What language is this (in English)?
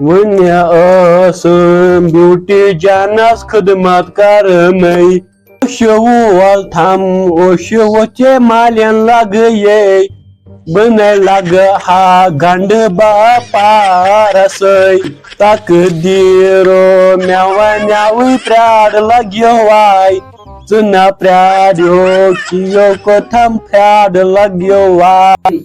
Kashmiri